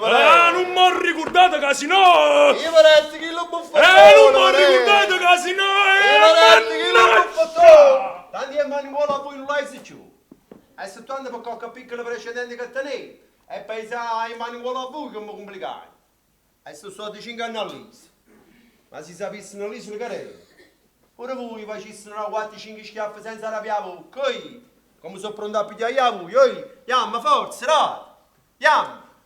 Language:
Neapolitan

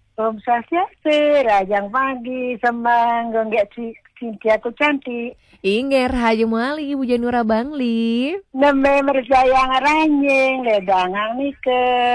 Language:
Balinese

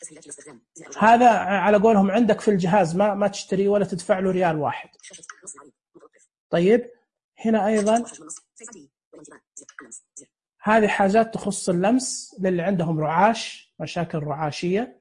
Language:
Najdi Arabic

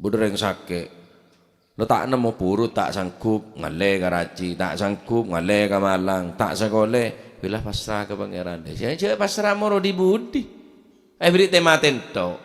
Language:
Madurese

